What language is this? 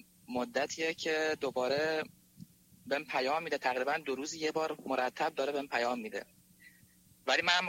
Persian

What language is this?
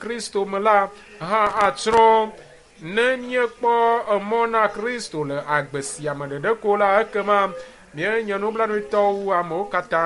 Ewe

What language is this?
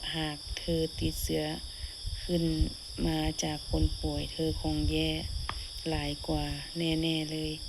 Lao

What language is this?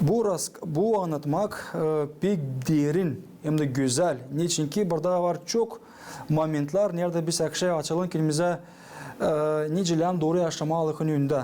Gagauz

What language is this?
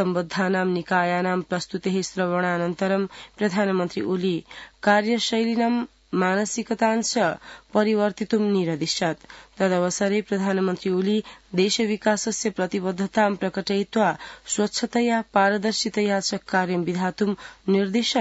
Sanskrit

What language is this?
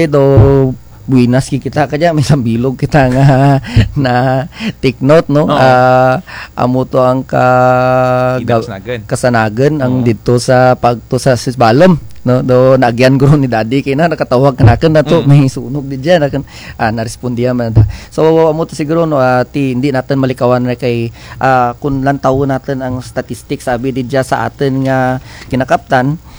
Kinaray-a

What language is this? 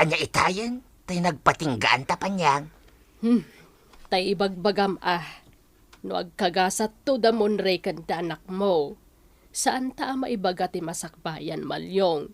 Iloko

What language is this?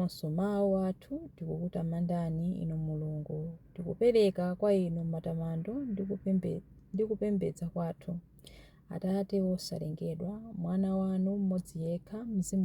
Nyanja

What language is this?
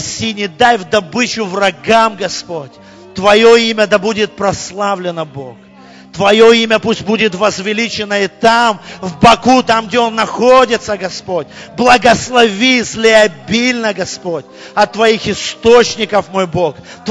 Russian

